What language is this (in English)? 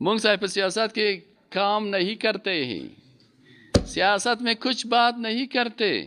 Persian